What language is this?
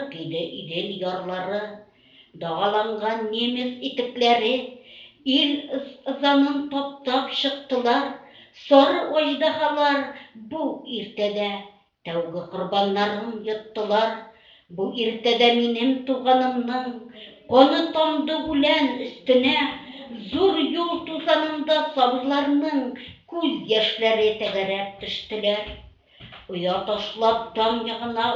Bashkir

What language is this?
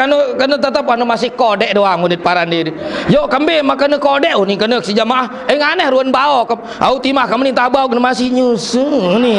Sasak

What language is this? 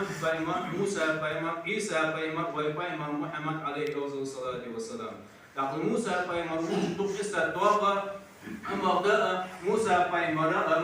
Ingush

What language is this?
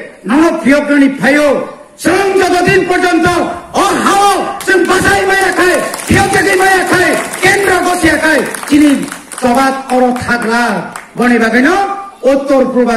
Kok Borok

